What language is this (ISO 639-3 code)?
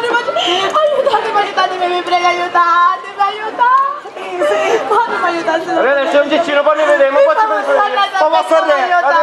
scn